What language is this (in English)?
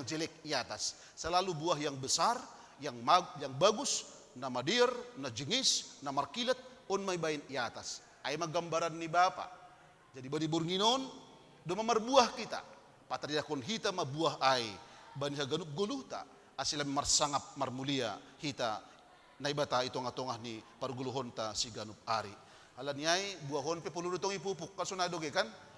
Batak Simalungun